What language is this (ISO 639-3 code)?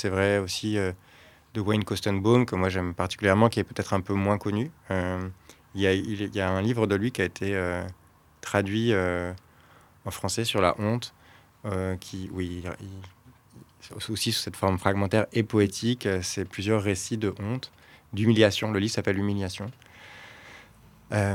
fra